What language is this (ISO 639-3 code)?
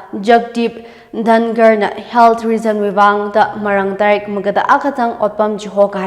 nmf